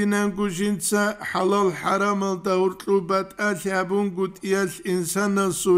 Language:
Avaric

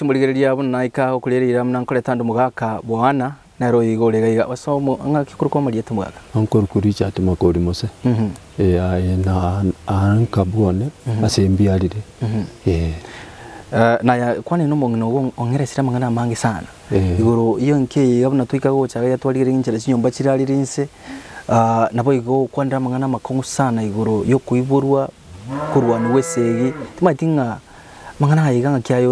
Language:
Gusii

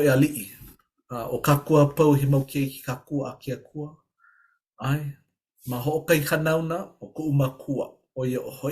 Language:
Hawaiian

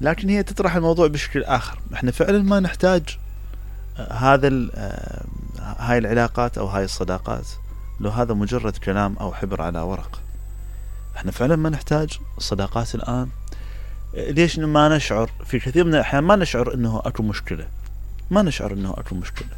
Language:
Mesopotamian Arabic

